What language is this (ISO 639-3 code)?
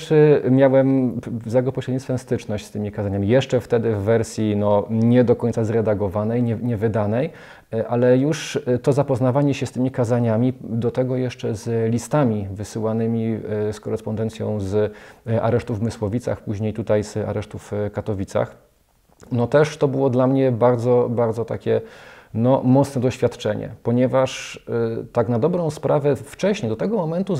pol